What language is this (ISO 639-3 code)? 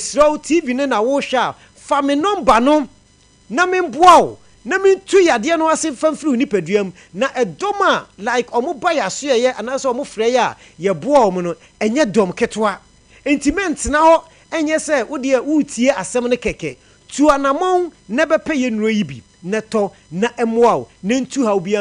aka